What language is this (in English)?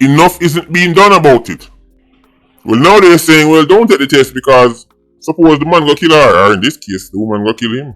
Jamaican Creole English